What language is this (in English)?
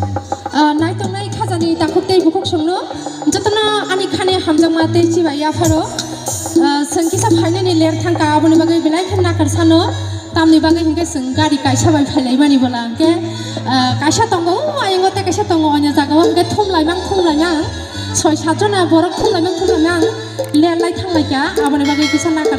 Kok Borok